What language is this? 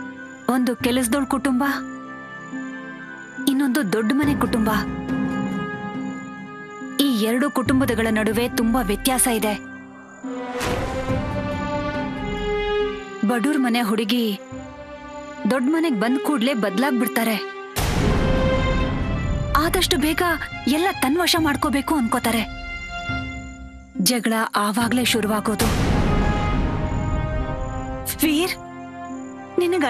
Kannada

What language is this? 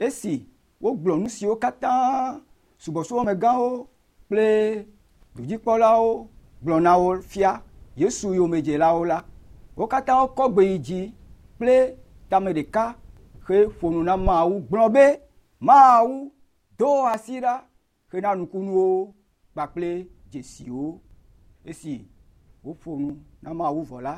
Ewe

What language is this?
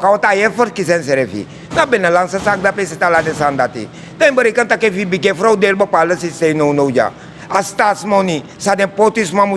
Sranan Tongo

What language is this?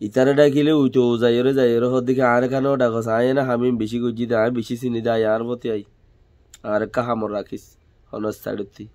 Rohingya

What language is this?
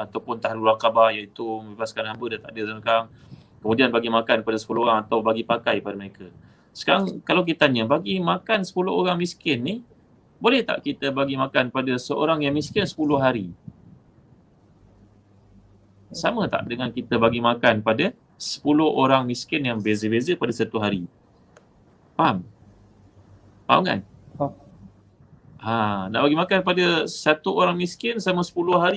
Malay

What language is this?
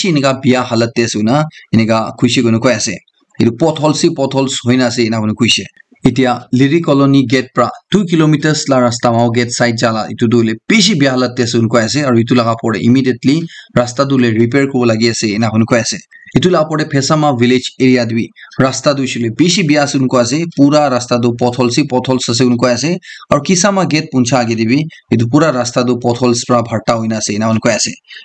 Naga Pidgin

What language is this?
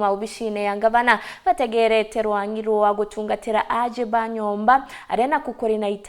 Meru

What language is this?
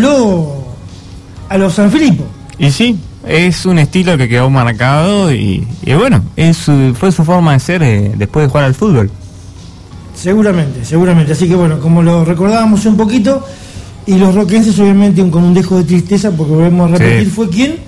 Spanish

